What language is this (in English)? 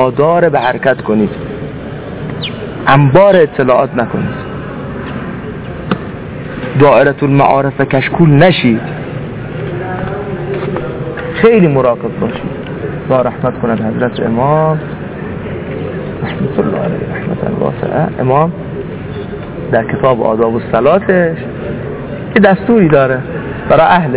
Persian